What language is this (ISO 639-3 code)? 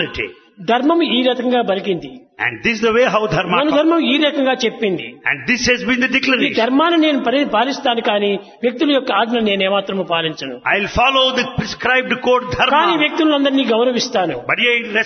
tel